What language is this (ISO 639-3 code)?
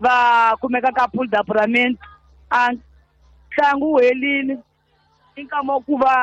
tso